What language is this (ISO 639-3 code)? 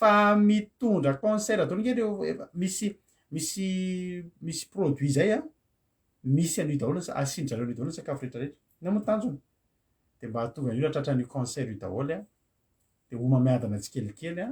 mlg